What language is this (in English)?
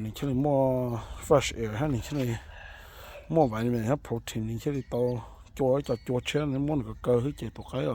Hmong